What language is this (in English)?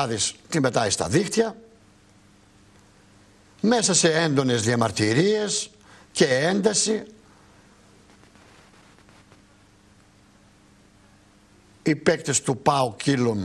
Greek